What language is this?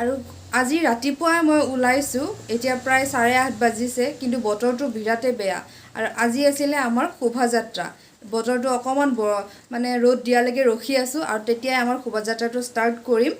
Assamese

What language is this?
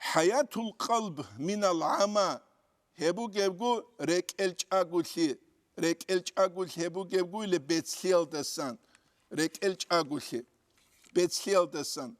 Avaric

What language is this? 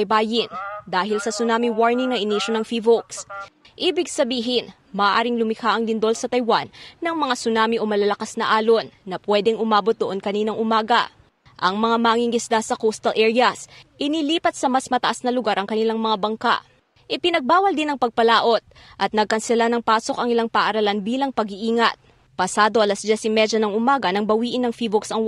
Filipino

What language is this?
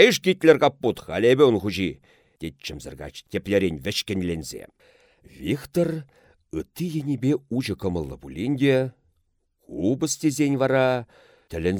Chuvash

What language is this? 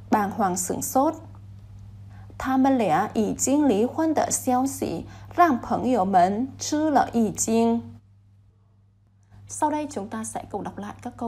Vietnamese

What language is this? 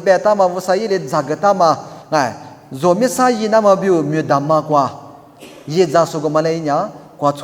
Lisu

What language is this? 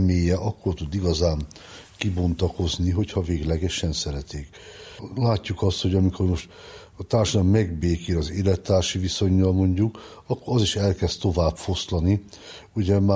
Hungarian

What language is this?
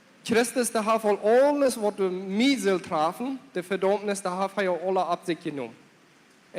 Plautdietsch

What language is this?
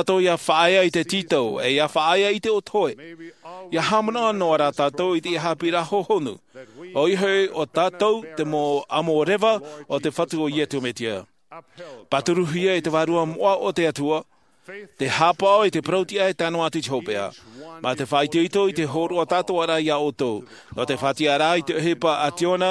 Tahitian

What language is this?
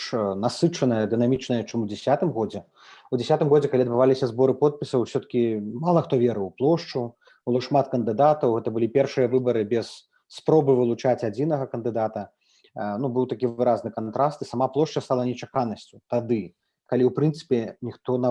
Belarusian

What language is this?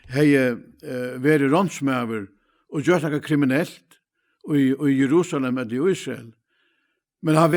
Faroese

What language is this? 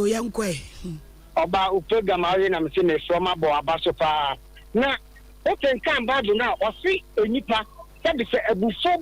Akan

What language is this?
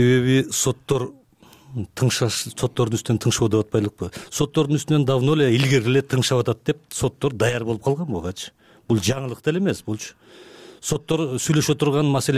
Kyrgyz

